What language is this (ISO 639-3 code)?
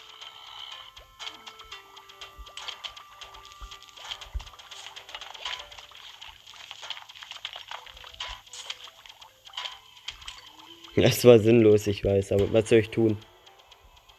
deu